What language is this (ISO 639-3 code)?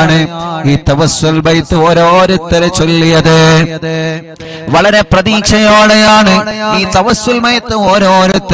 mal